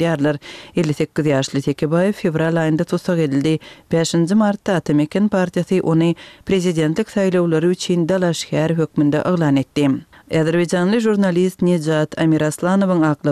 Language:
Turkmen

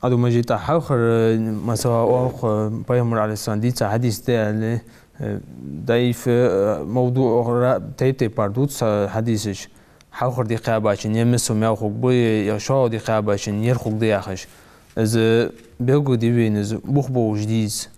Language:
Ingush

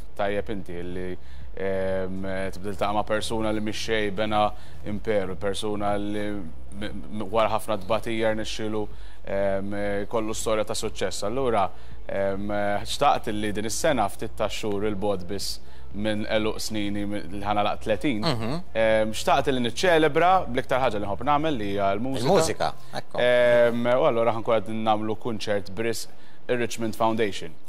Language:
Maltese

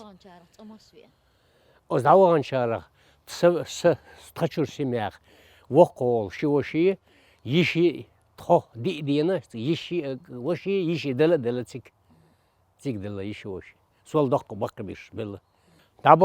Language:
Chechen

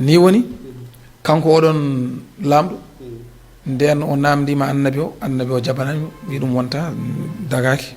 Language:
Fula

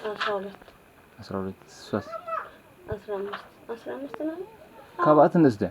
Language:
Tigrinya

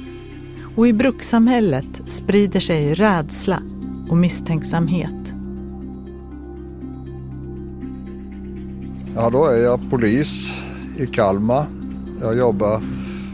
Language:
Swedish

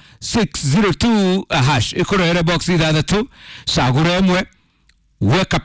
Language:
Kikuyu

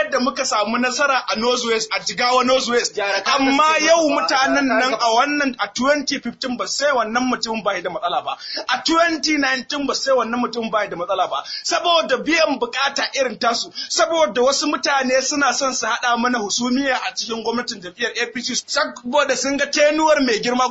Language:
Hausa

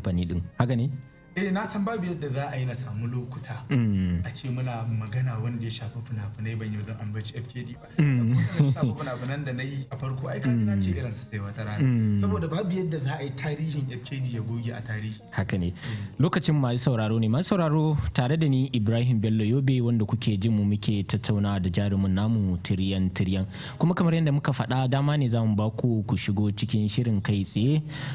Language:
Hausa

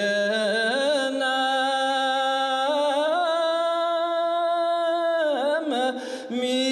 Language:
Bashkir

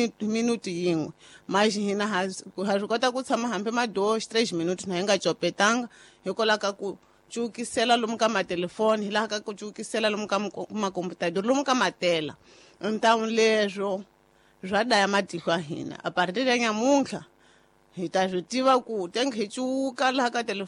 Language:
Tsonga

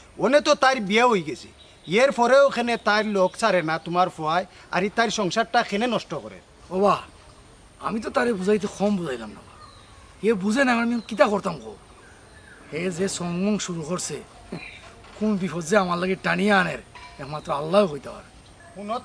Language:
Sylheti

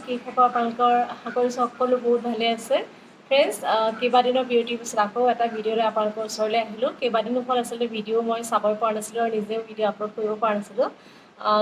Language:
Assamese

